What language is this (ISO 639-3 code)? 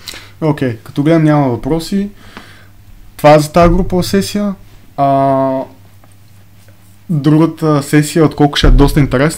bul